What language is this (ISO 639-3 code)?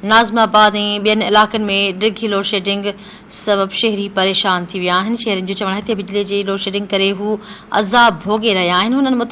snd